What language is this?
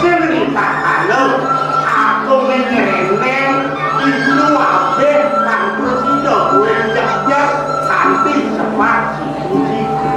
Balinese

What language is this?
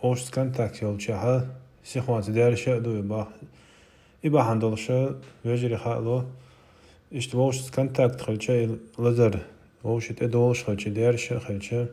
Chechen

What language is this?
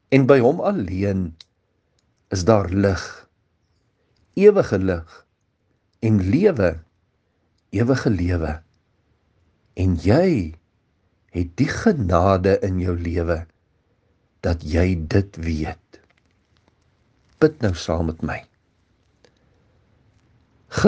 Afrikaans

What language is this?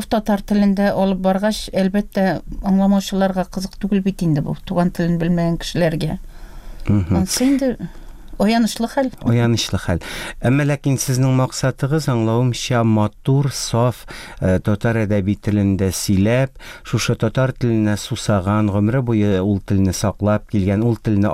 Tatar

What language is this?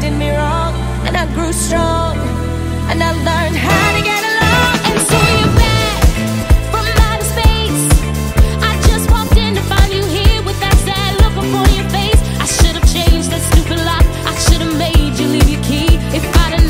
English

